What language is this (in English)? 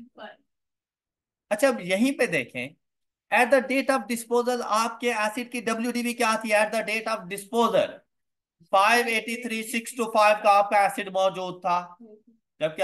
Hindi